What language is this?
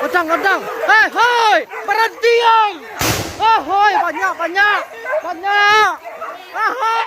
Minangkabau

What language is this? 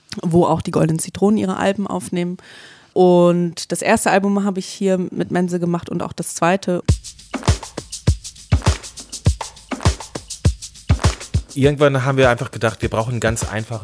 German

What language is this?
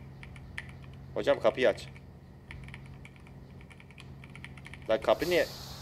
Turkish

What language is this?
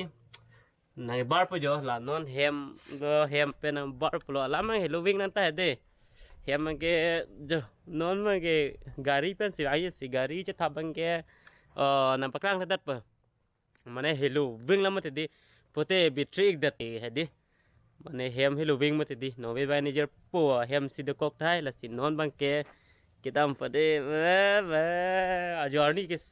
Karbi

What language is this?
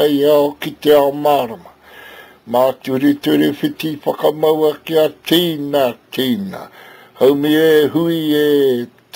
Māori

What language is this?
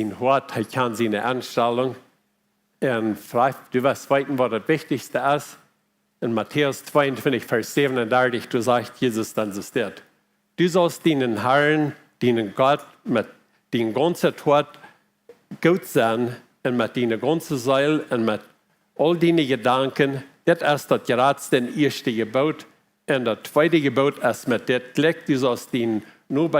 Plautdietsch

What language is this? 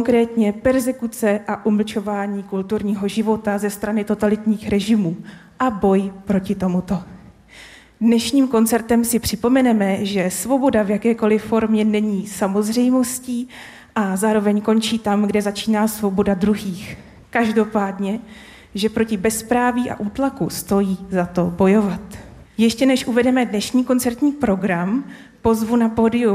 Czech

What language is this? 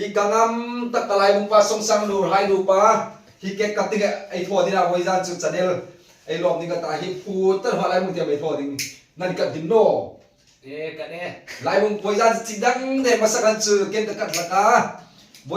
Hmar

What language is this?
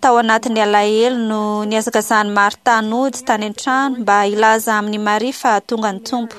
Malagasy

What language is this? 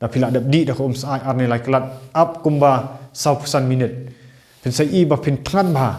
Khasi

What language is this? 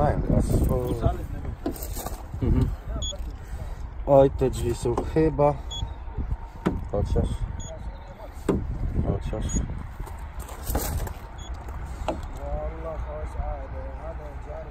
Polish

